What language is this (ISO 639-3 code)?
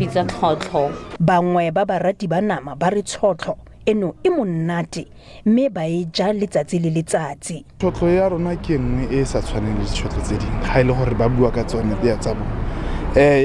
tsn